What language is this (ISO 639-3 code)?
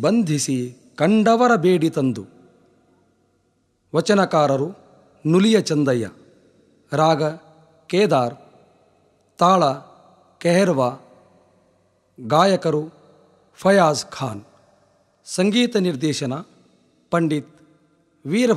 kan